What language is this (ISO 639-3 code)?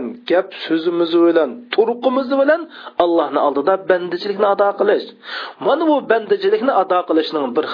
uig